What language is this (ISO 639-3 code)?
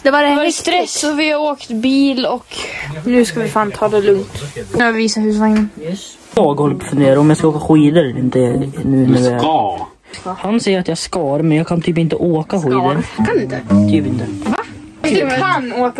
swe